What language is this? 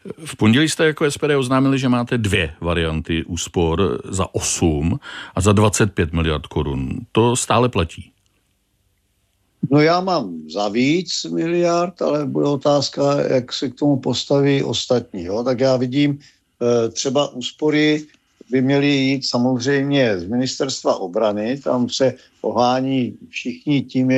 Czech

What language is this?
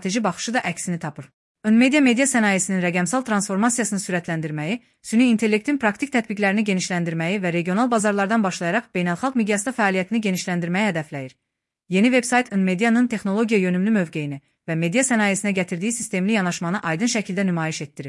Azerbaijani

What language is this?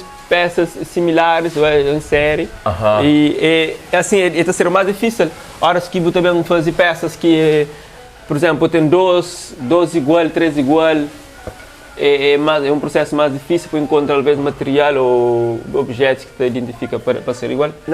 Kabuverdianu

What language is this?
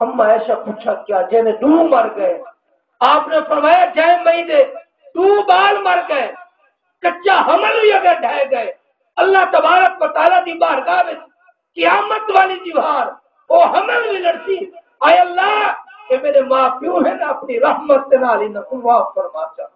Saraiki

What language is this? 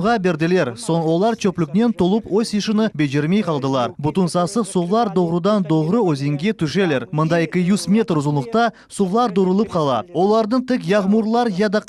Crimean Tatar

